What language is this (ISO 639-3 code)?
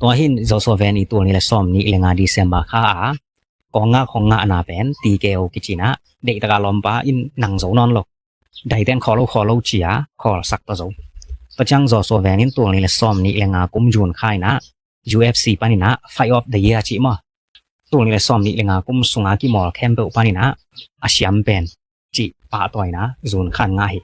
ctd